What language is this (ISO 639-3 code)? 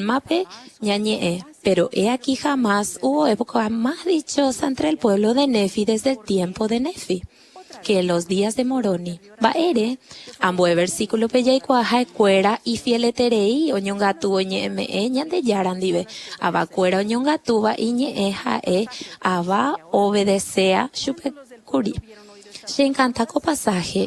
grn